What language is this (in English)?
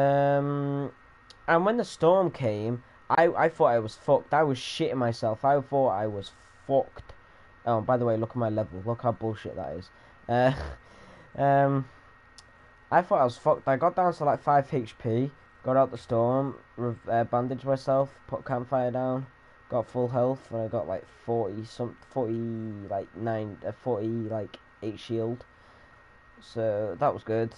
English